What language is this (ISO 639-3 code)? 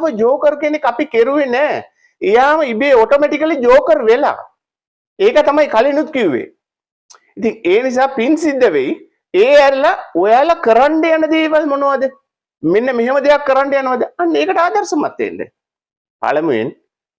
sin